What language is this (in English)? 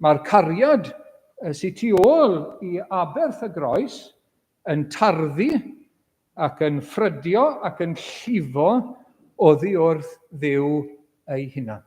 Welsh